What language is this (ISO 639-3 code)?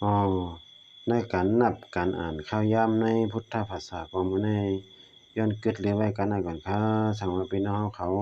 shn